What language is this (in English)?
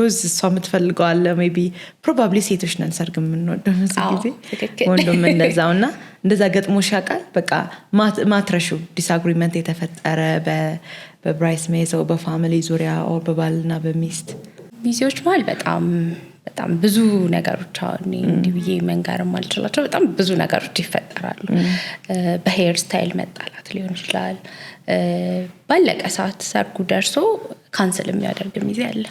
Amharic